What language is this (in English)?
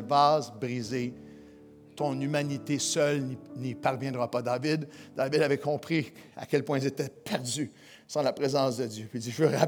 French